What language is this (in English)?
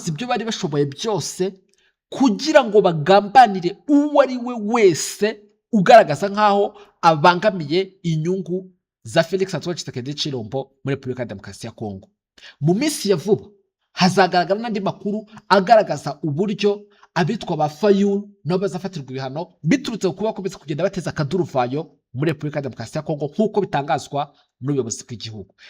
Kinyarwanda